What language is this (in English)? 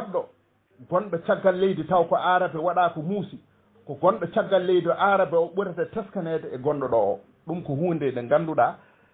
Fula